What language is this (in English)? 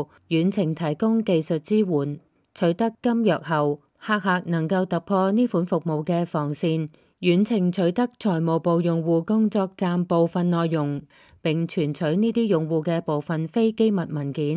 Cantonese